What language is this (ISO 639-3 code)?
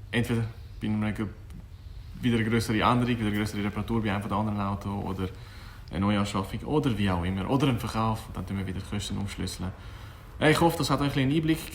gsw